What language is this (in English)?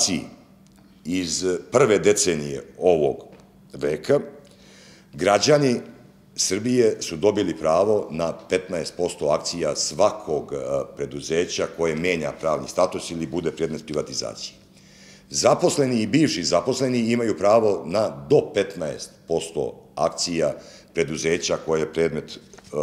Serbian